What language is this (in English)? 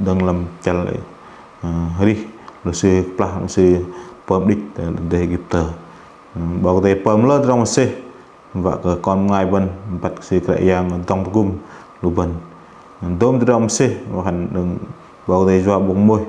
Bahnar